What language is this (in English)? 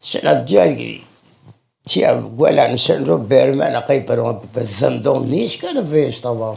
Zaza